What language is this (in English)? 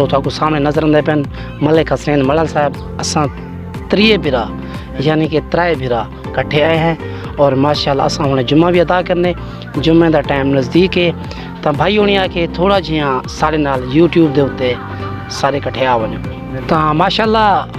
Saraiki